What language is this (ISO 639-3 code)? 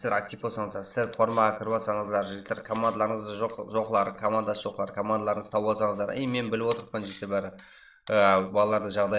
kaa